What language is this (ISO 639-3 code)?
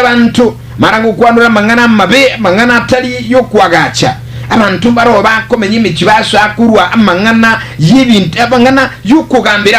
guz